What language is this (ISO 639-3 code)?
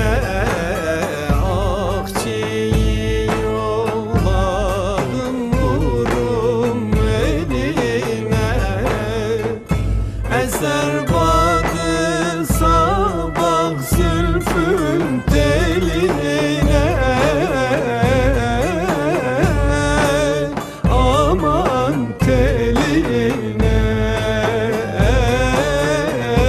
tur